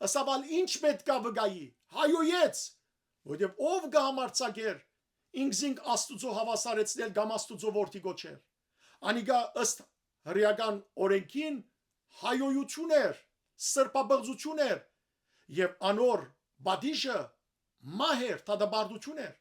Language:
Western Armenian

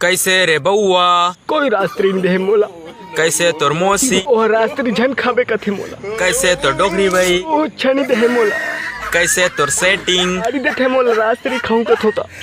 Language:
Chhattisgarhi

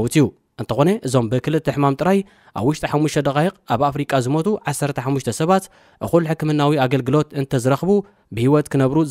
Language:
Tigrinya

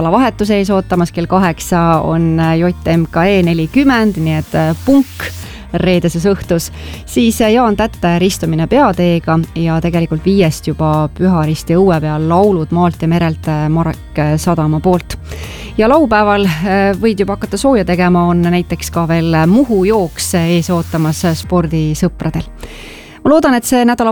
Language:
Estonian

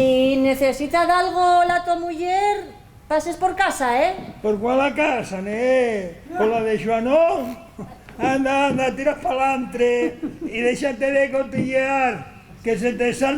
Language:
Asturian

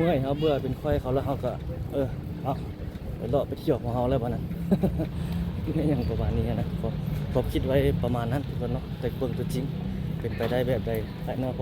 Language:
Lao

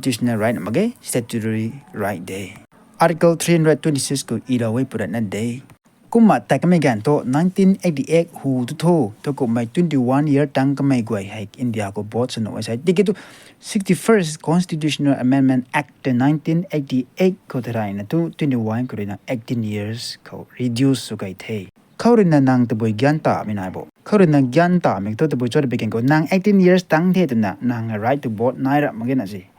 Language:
Rongmei Naga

